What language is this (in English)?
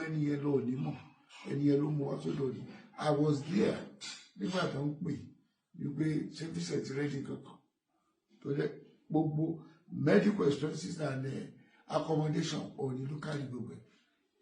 Yoruba